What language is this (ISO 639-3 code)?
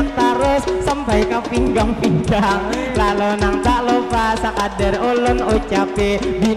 bjn